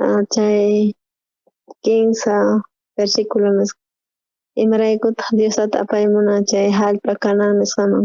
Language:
South Bolivian Quechua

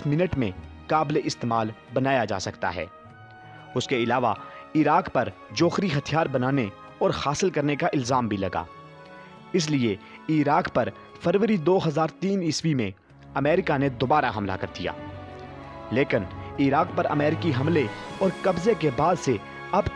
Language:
Urdu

